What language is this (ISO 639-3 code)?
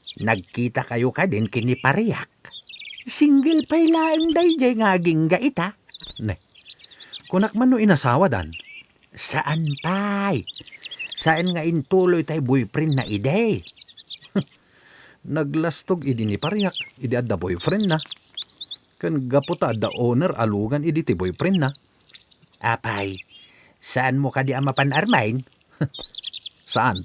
ilo